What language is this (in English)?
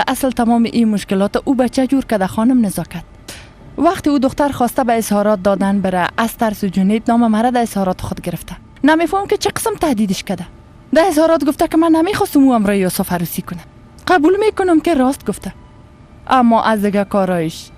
Persian